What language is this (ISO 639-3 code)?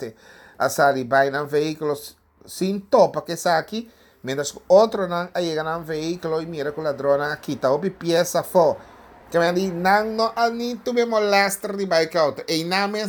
pap